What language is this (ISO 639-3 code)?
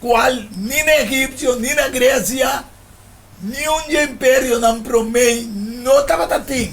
pap